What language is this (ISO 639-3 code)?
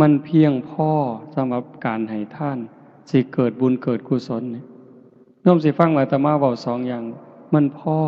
tts